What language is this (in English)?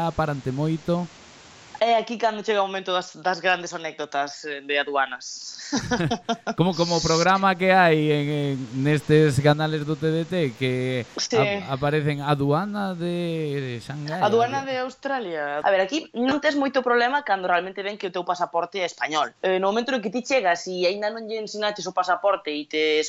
Galician